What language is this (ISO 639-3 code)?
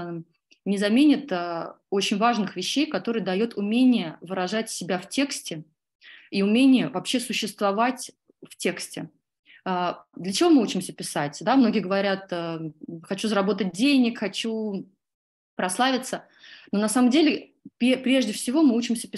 rus